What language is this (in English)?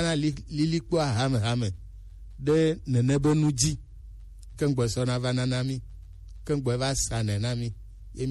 Gen